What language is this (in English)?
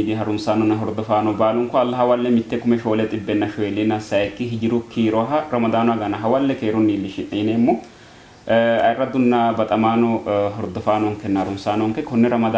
Sidamo